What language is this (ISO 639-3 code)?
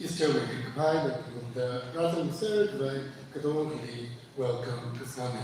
nmf